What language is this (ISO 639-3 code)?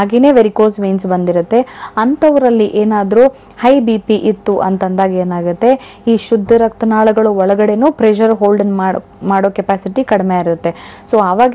kan